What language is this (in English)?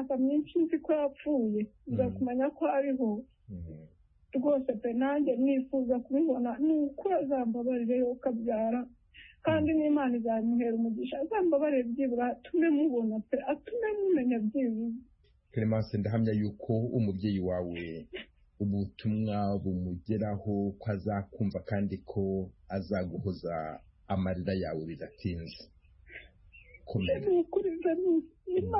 Kinyarwanda